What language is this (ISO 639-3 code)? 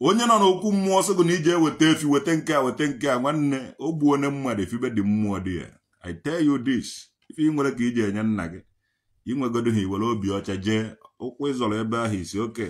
ibo